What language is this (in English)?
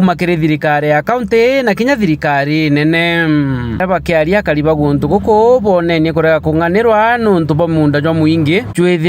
Meru